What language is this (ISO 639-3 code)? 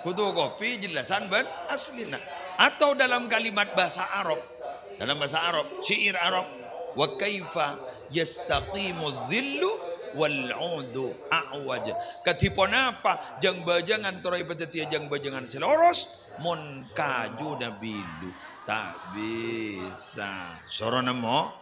mad